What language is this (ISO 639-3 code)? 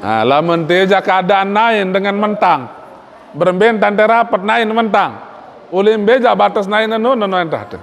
sas